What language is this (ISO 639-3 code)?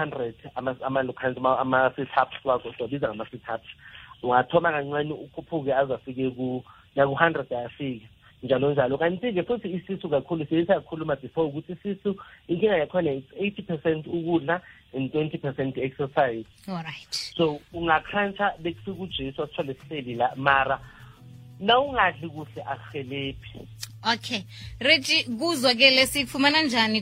nbl